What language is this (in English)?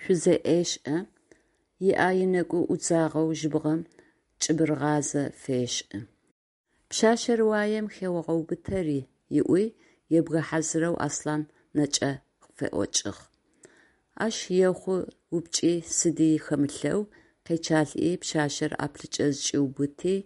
Adyghe